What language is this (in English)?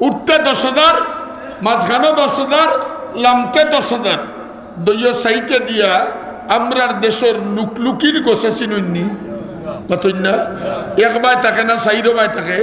Sylheti